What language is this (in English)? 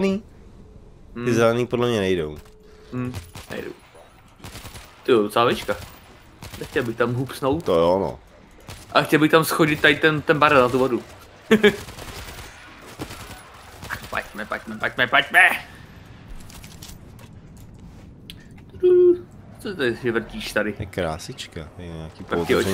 Czech